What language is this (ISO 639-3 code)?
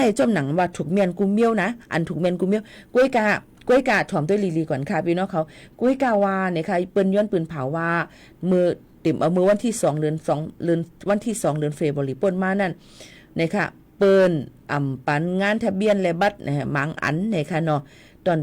shn